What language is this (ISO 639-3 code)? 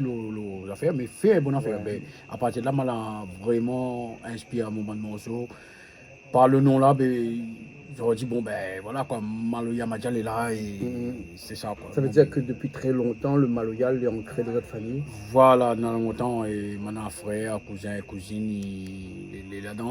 rcf